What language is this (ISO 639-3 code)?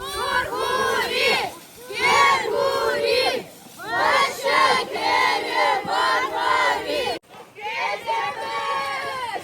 chv